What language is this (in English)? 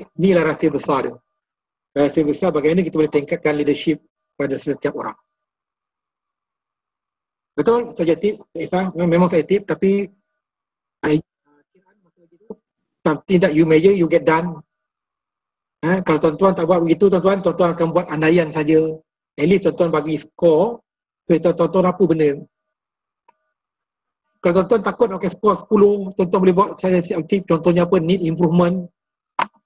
Malay